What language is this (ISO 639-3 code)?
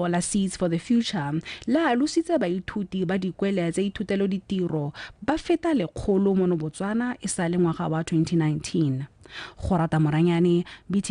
tsn